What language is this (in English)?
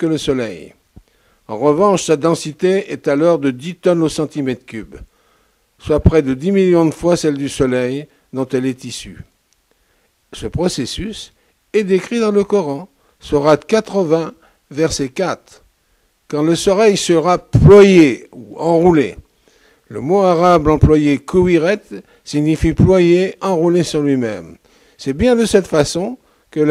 French